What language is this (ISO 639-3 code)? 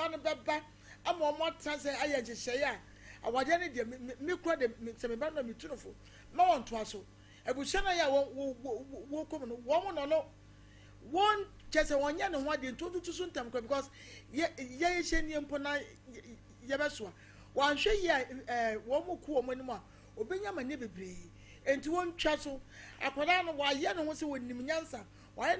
aka